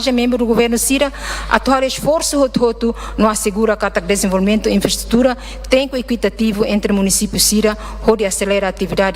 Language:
Tetum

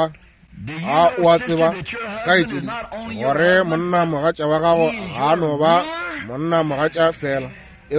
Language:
Northern Sotho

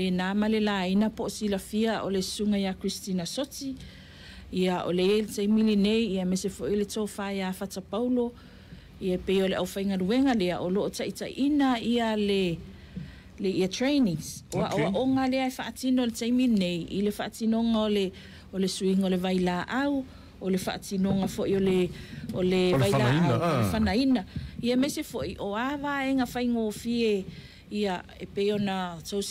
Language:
Samoan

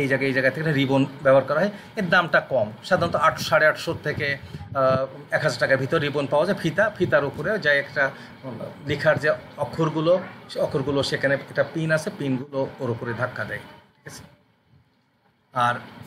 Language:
Bangla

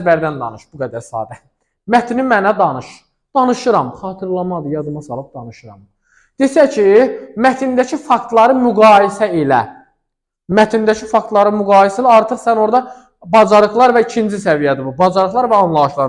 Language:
Azerbaijani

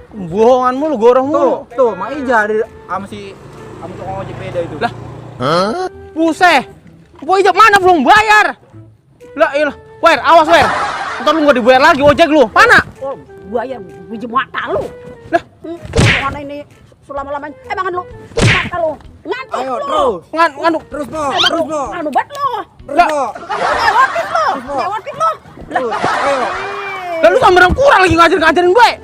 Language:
Betawi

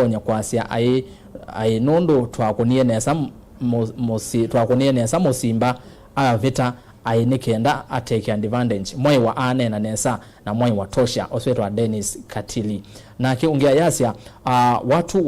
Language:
Kamba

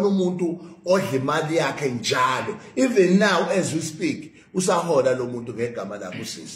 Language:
Zulu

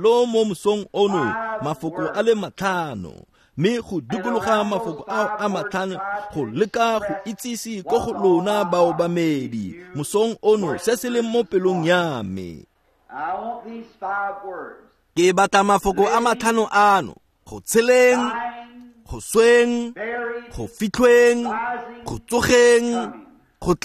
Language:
Tswana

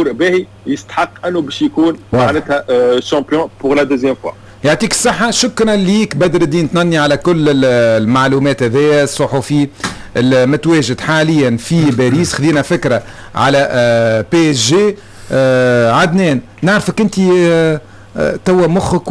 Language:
Tunisian Arabic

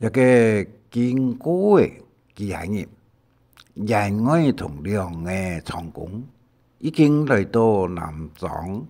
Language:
Hakka Chinese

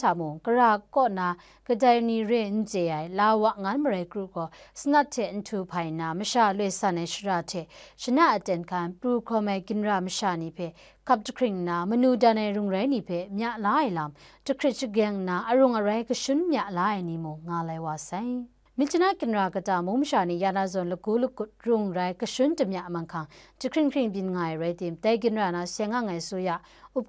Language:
Kachin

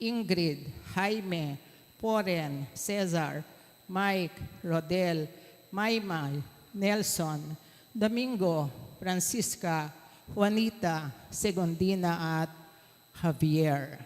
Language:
Pampanga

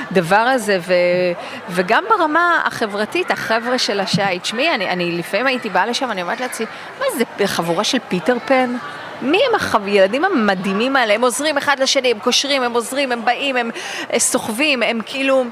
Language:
Hebrew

